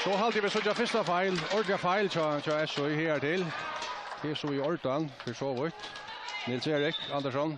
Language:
Faroese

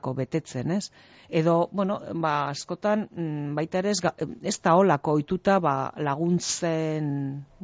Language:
Basque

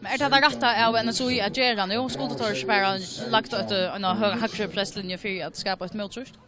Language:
Faroese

